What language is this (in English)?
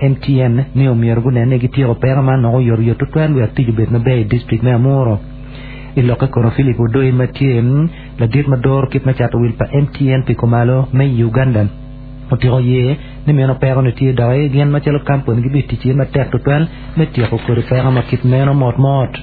Acoli